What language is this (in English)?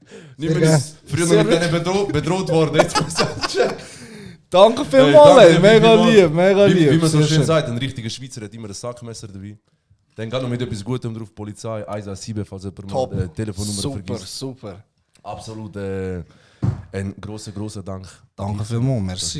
Swiss German